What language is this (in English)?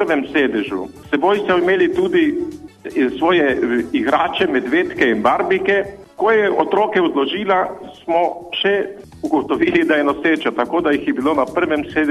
Slovenian